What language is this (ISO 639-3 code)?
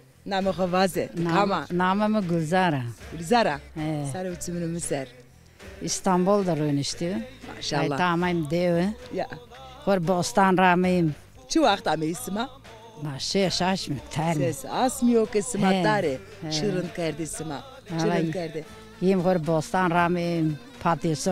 zza